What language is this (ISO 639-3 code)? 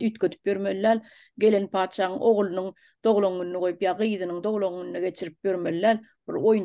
tuk